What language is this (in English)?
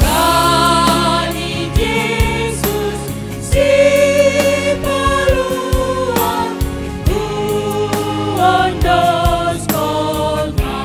Batak Simalungun